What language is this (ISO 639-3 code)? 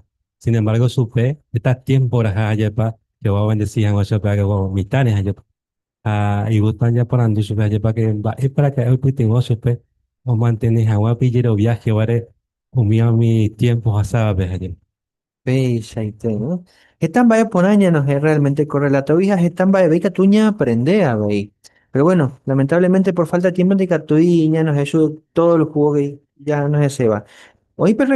grn